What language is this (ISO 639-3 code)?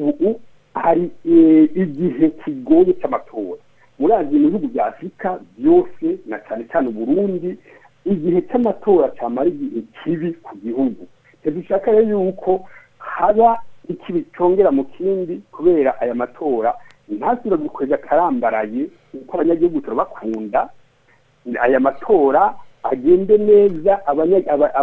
run